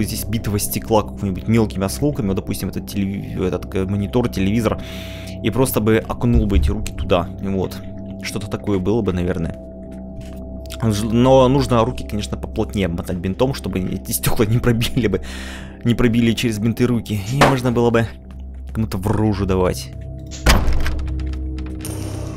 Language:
Russian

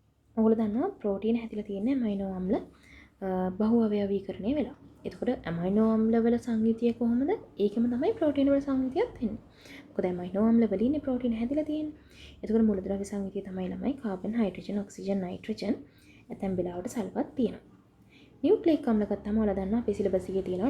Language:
Sinhala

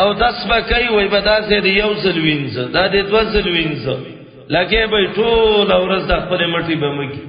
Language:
Pashto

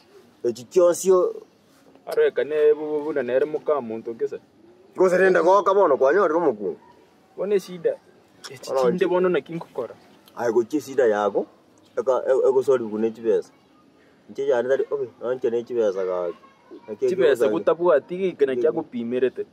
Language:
Gusii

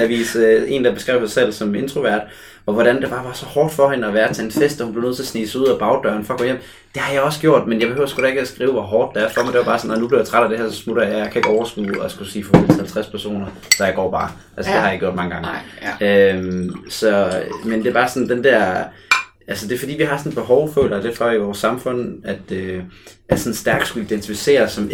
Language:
Danish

